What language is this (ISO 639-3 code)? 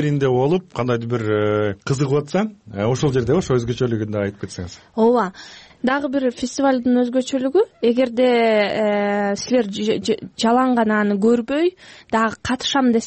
kir